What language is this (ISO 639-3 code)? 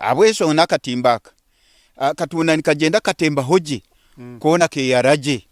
nyn